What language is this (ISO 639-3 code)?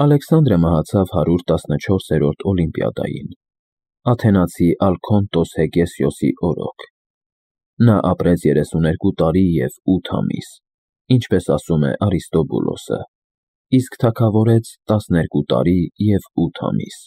hye